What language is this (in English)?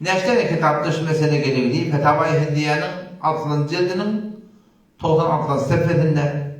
Turkmen